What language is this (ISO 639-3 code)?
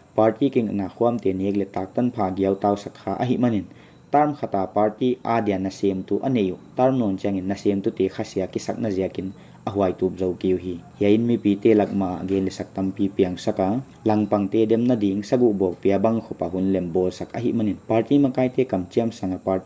pck